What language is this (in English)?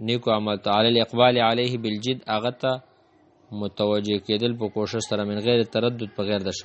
Pashto